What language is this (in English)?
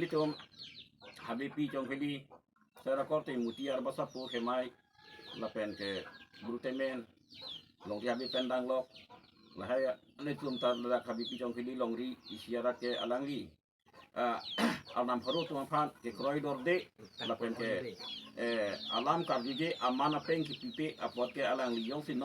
Karbi